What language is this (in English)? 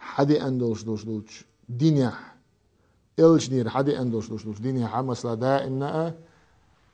Chechen